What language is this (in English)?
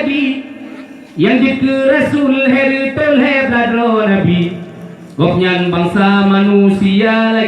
Achinese